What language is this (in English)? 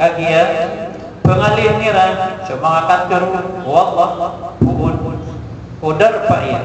Maranao